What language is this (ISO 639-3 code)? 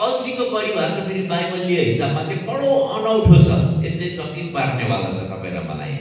nep